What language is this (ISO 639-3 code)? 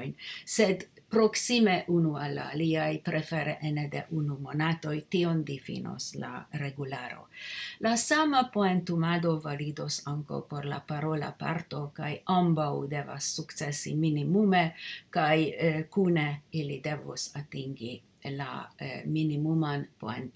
epo